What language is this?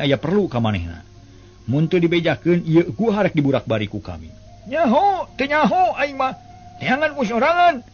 Sundanese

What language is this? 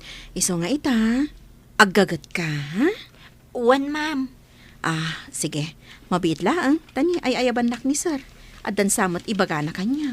Iloko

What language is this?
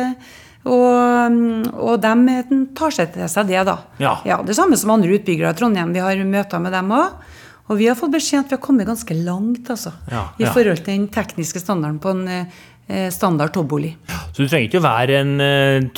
Norwegian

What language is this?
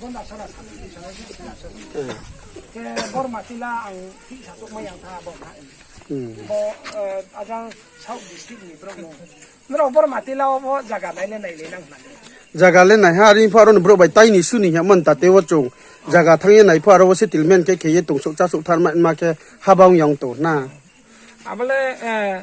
Riang (India)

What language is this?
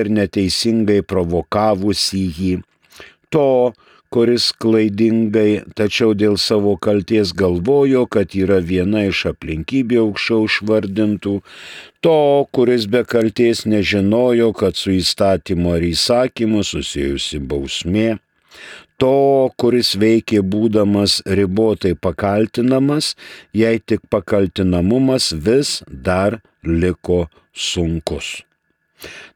Lithuanian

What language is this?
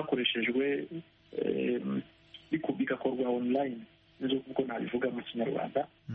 Kinyarwanda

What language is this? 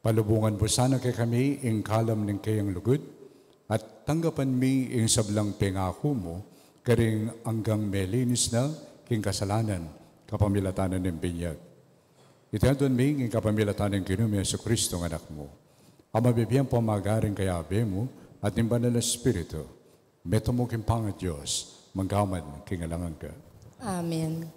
Pampanga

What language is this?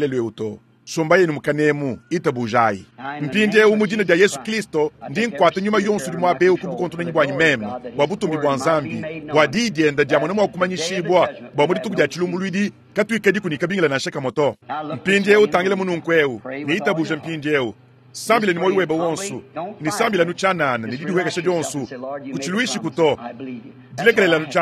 Luba-Lulua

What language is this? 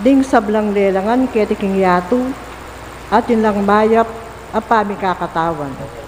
Pampanga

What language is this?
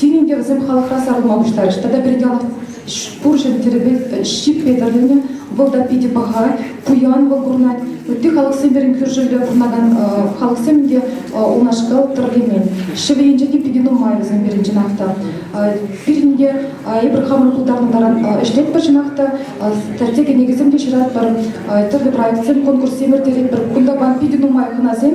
Chuvash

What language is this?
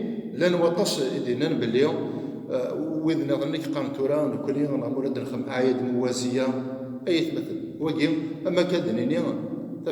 Kabyle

